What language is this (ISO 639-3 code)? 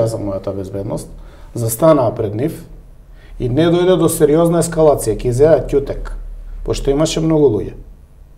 mkd